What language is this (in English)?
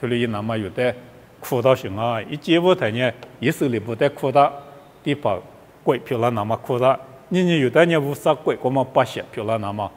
Lisu